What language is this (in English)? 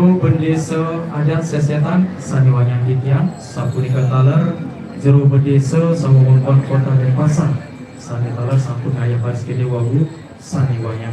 Balinese